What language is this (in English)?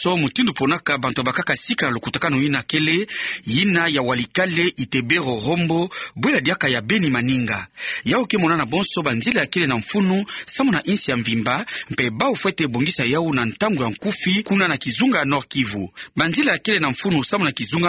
Kituba (Democratic Republic of Congo)